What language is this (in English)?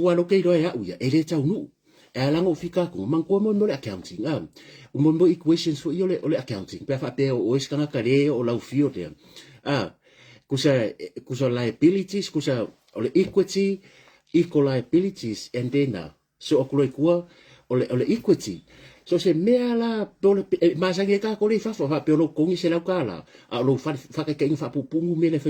Samoan